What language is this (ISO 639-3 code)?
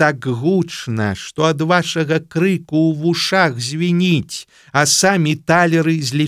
bel